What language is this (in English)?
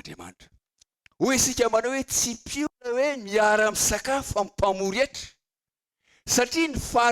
Malagasy